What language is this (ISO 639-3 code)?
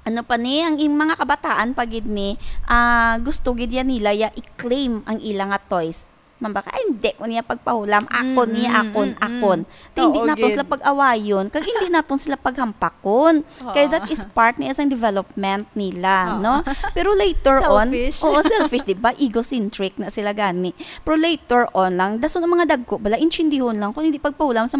hil